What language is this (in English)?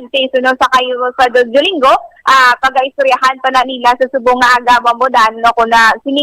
Hiligaynon